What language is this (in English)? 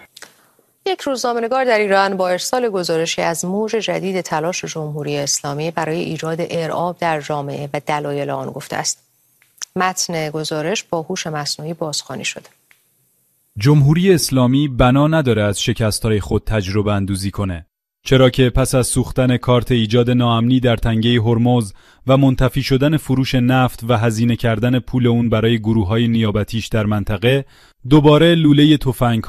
Persian